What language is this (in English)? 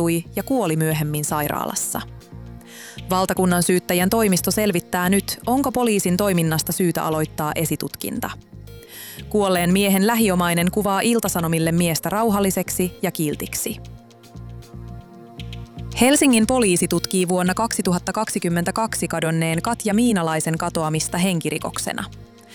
Finnish